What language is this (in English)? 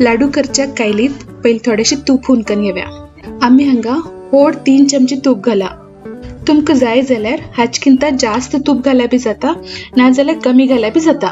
Konkani